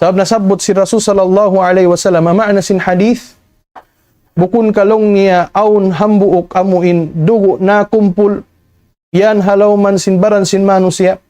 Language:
Tausug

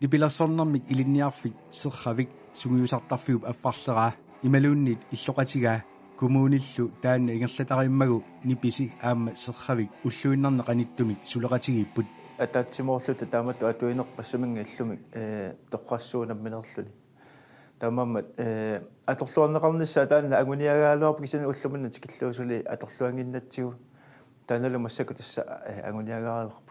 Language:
Kalaallisut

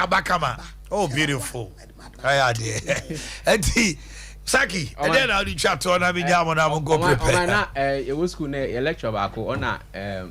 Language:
Akan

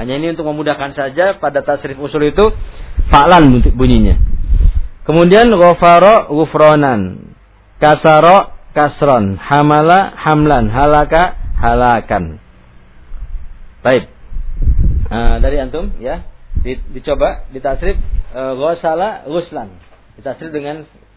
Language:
Indonesian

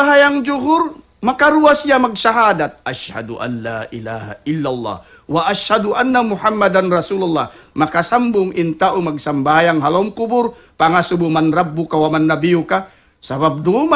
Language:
Tausug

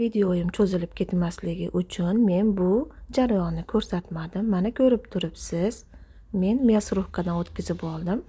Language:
Uzbek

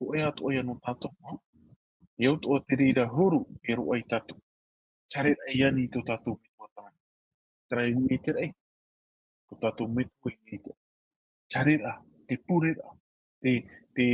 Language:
Tahitian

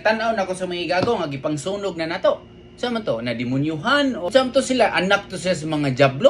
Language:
Cebuano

